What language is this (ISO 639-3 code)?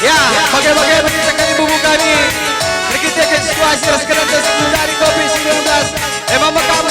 btx